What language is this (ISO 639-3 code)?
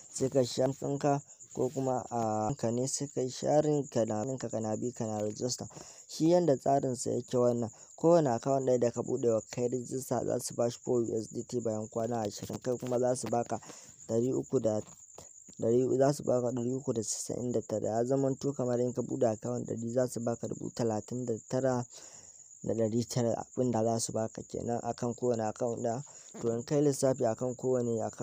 hau